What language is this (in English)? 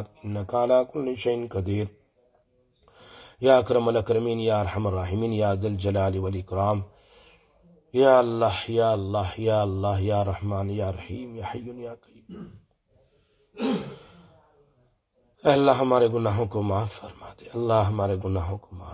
Urdu